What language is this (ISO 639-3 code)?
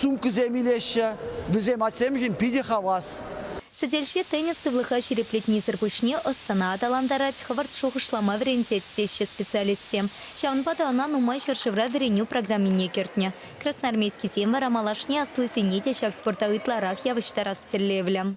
chv